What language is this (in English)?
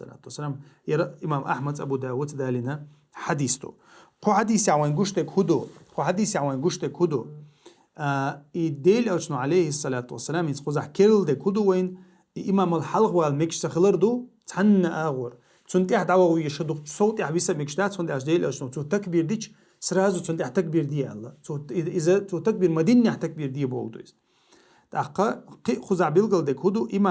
Chechen